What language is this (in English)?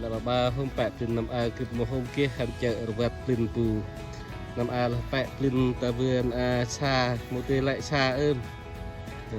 Central Mnong